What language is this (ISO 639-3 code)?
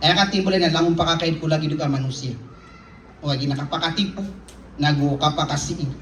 mrw